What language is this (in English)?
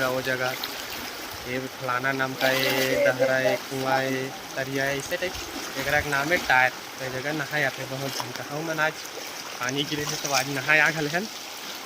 Chhattisgarhi